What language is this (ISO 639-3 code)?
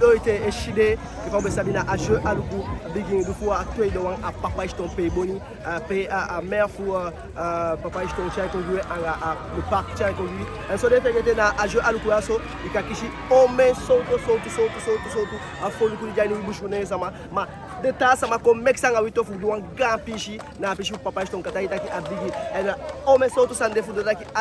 djk